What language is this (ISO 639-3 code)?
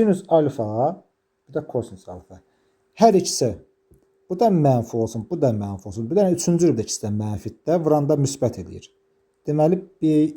aze